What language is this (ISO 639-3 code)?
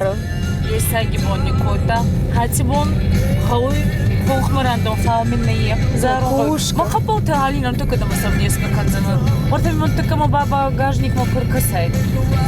oss